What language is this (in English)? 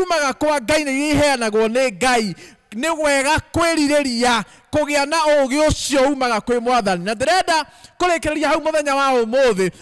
Kikuyu